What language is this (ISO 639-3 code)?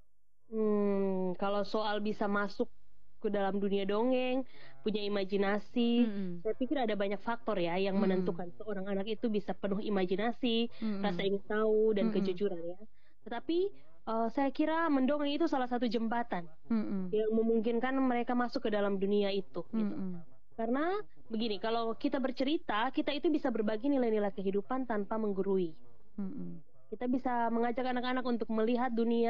ind